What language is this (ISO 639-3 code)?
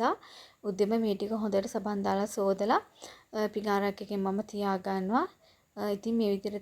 sin